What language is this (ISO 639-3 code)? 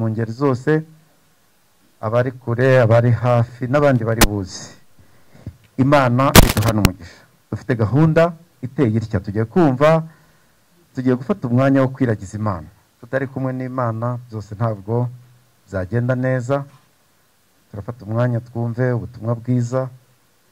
kin